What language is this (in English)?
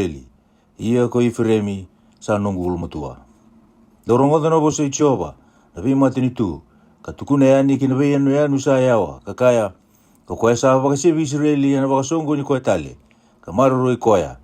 Fijian